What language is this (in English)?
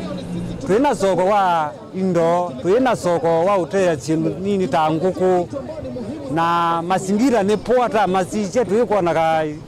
Kamba